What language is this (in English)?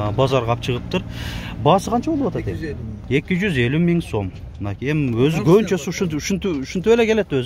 Kyrgyz